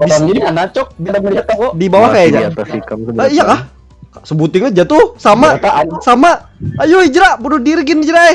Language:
Banjar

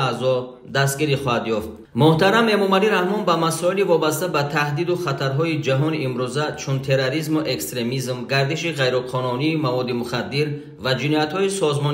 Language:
Tajik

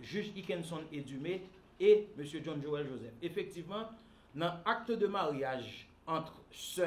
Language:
Haitian Creole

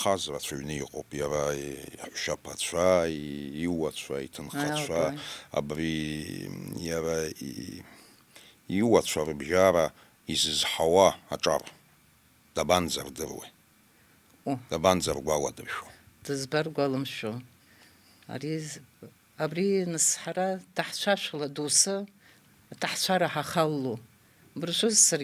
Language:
Abkhazian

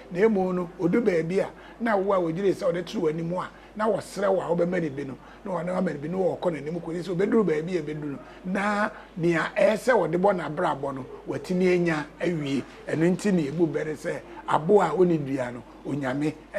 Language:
Akan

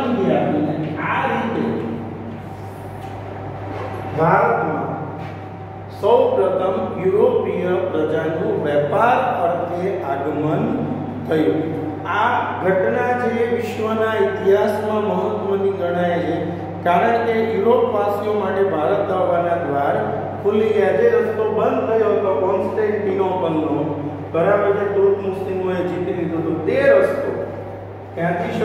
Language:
Gujarati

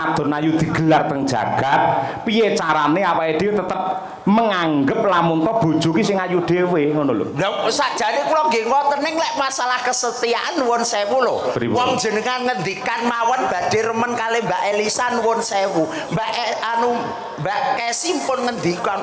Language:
Javanese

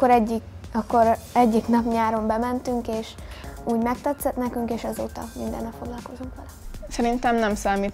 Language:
Hungarian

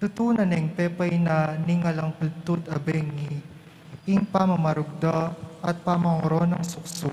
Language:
Pampanga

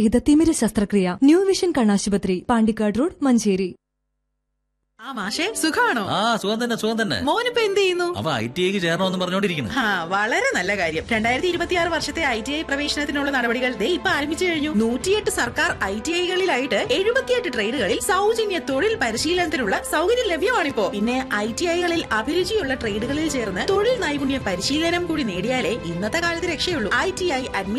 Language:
Malayalam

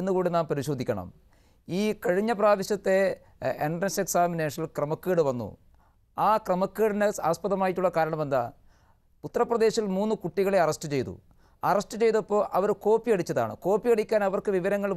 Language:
Malayalam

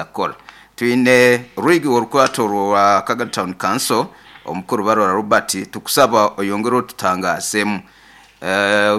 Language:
Nyoro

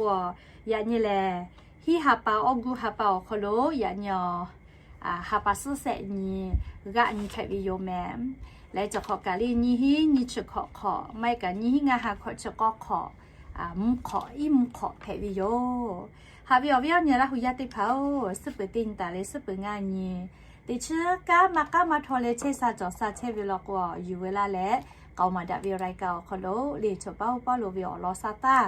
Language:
Lahu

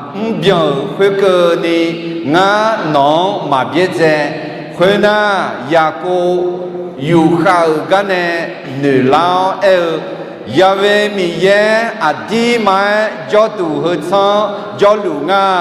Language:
Akha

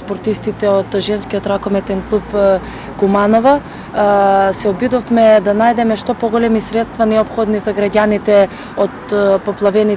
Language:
Macedonian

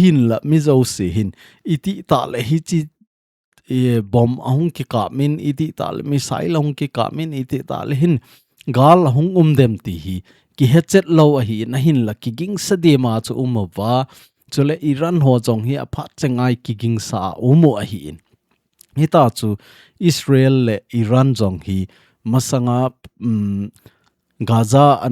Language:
Thado Chin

